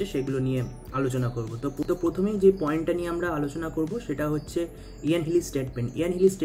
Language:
Bangla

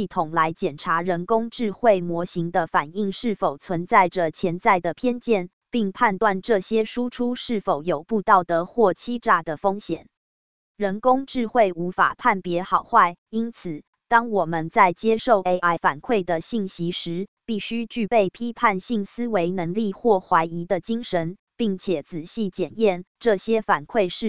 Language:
Chinese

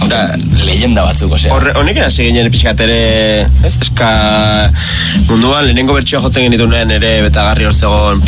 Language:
Basque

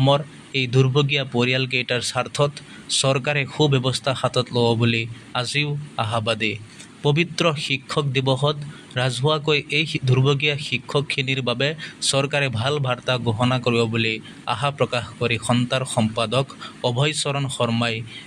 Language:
Assamese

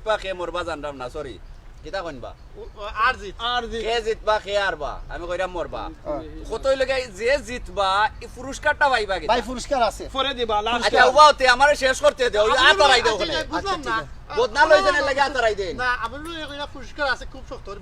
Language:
Sylheti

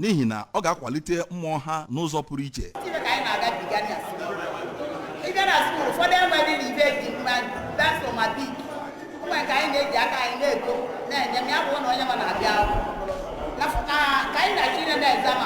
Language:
Igbo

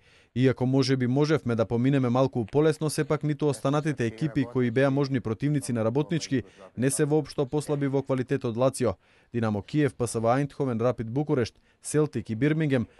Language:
Macedonian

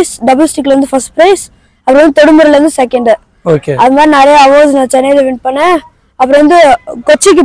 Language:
Tamil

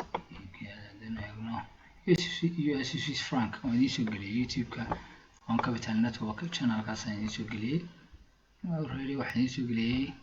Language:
Somali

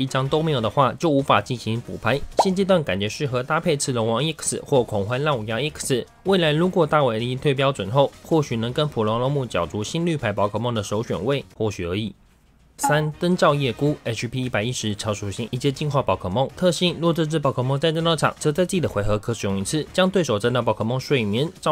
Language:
Chinese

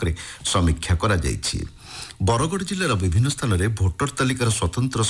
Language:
Odia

